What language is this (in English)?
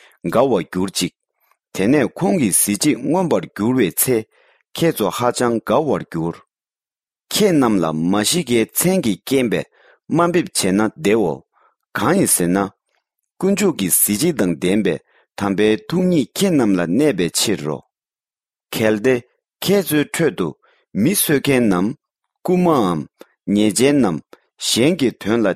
Tibetan